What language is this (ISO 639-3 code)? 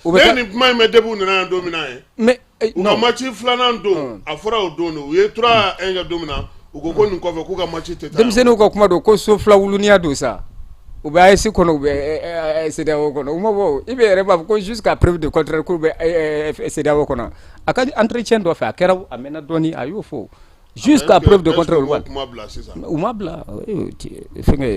bam